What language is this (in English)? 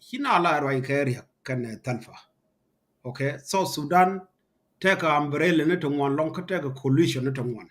Nuer